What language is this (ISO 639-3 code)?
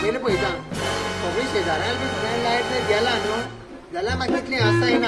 kok